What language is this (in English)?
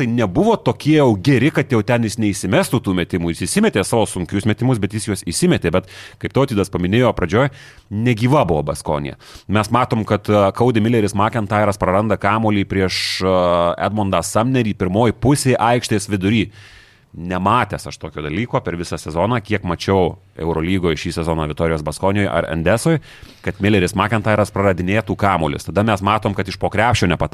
Lithuanian